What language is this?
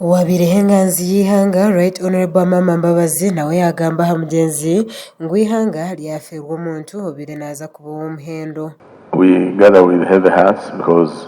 Nyankole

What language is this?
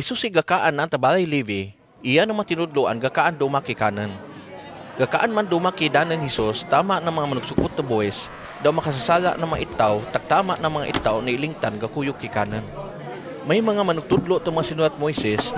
Kagayanen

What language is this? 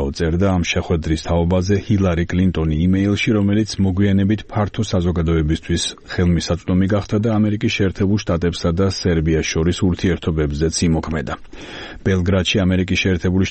Georgian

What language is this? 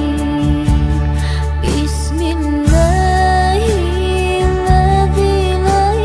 Arabic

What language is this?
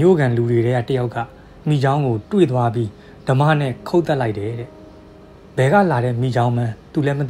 Burmese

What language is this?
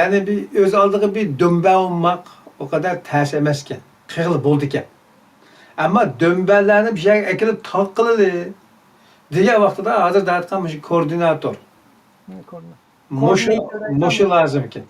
Uyghur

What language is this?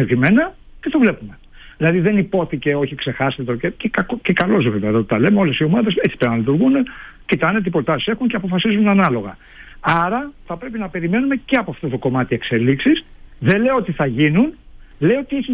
Greek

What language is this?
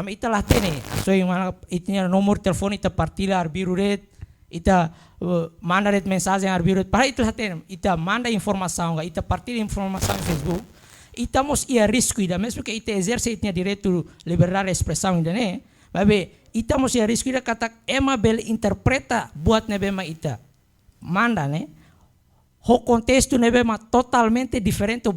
Tetum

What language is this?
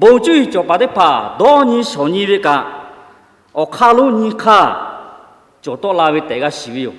Lahu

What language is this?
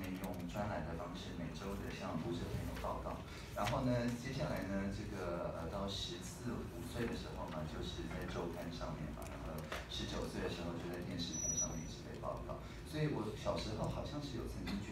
Chinese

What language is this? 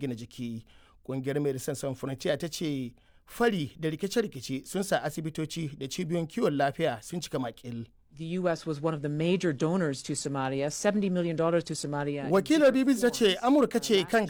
Hausa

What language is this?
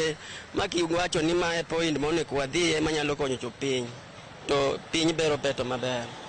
Luo (Kenya and Tanzania)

